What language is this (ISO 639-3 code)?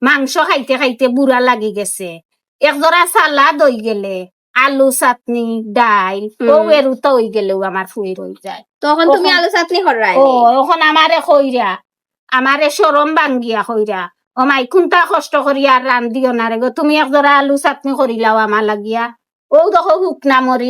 syl